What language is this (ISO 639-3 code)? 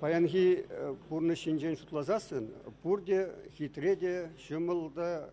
chv